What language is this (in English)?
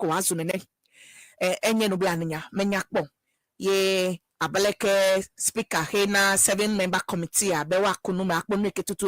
Ewe